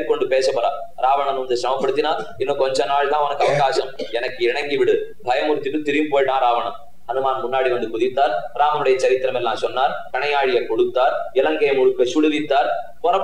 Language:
Tamil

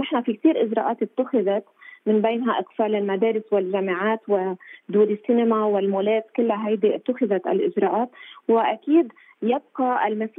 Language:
Arabic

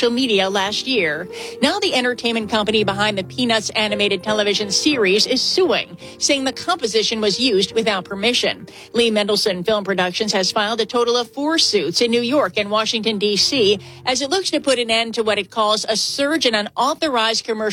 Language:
English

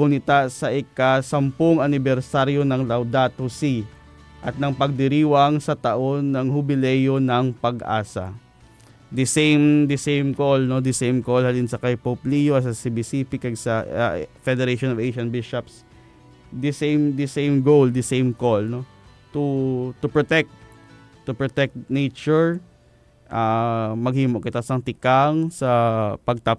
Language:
Hiligaynon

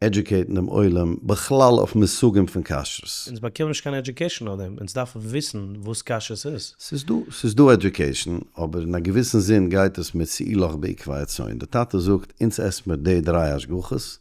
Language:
Yiddish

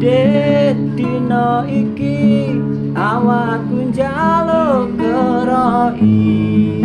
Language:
Javanese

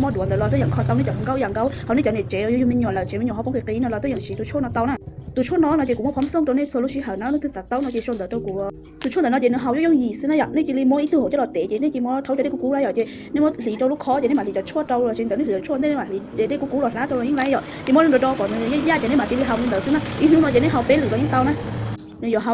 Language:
Hmong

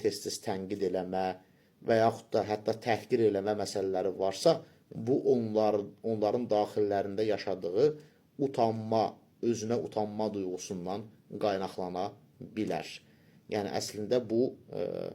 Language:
Azerbaijani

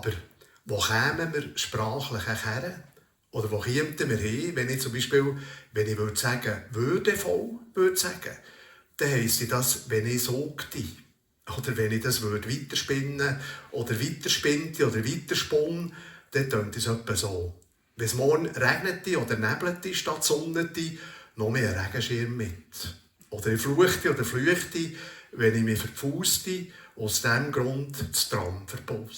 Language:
Swiss German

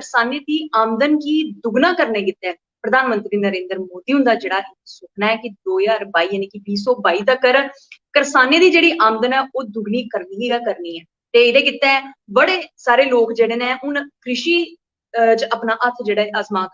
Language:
Dogri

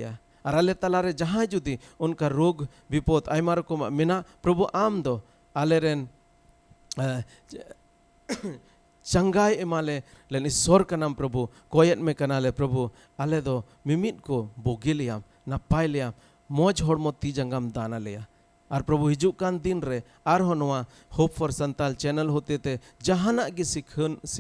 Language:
Santali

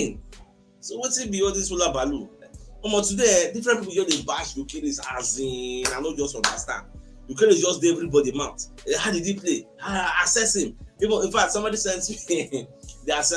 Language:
Nigerian Pidgin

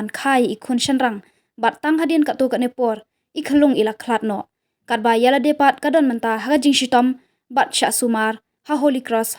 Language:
Khasi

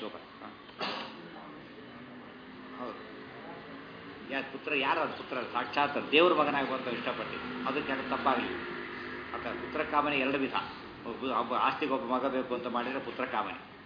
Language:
Kannada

